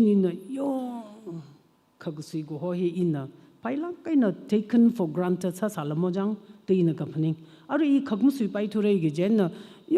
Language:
Tangkhul Naga (India)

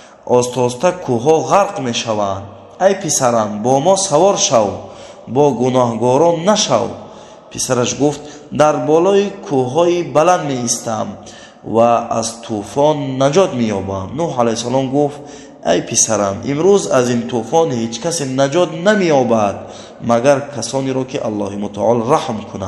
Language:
Tajik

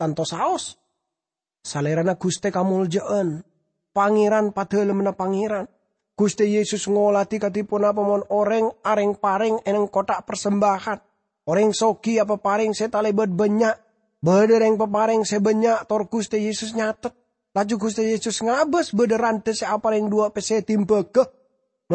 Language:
Madurese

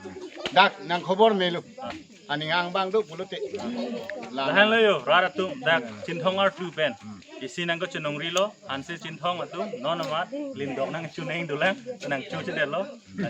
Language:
Karbi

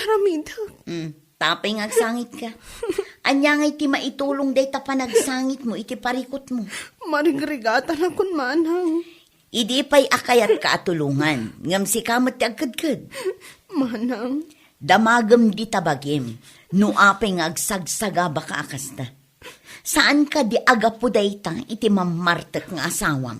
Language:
Iloko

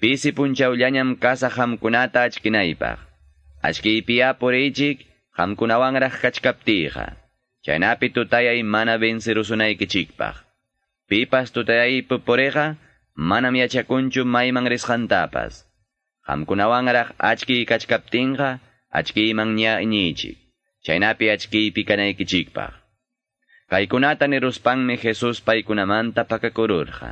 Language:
Quechua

